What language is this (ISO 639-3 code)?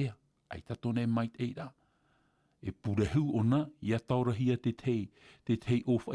tah